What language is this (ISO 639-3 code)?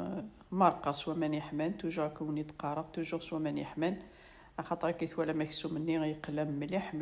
kab